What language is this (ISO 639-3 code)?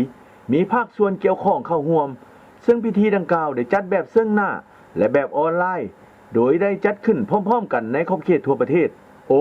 lao